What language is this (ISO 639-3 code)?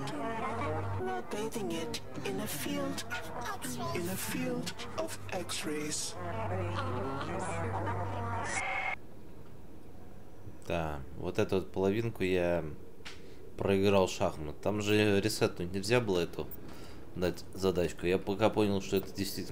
rus